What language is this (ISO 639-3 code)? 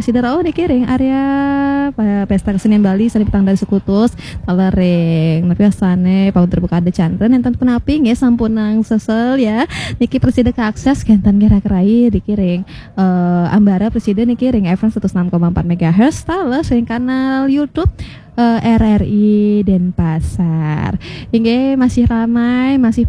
ban